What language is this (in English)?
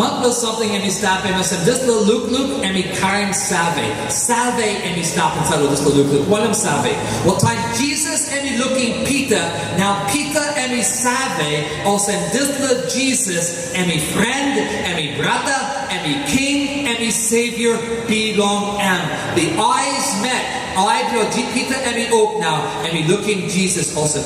Tok Pisin